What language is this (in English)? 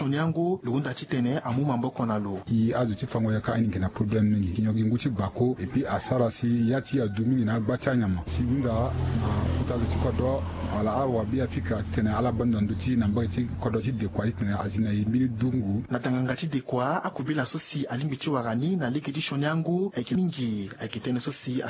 Sango